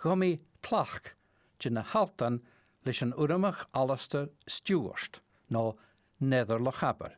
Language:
Scottish Gaelic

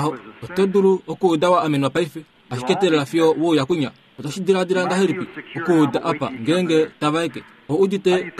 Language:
Kuanyama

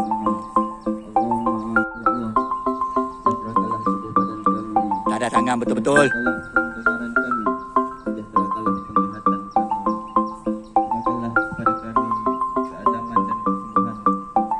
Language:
Malay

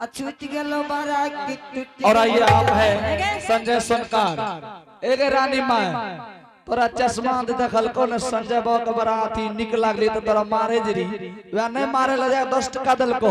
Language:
Angika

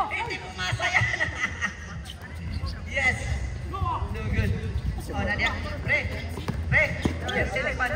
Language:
Filipino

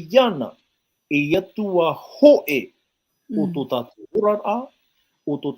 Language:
Tahitian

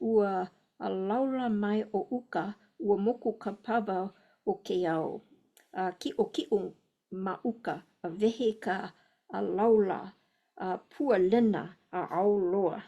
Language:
Hawaiian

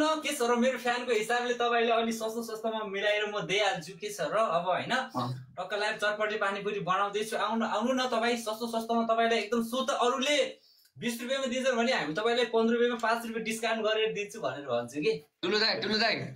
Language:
Nepali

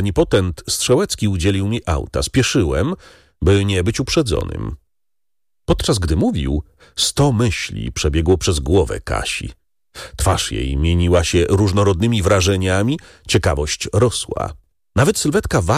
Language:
Polish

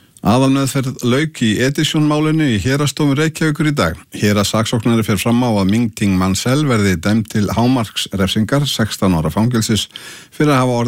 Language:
Icelandic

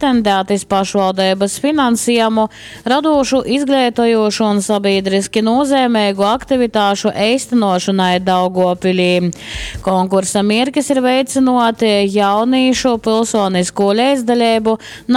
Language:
Latgalian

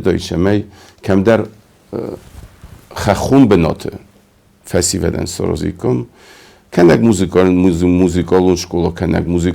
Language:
Ossetic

